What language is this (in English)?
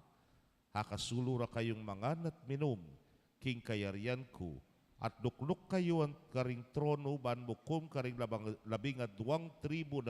Pampanga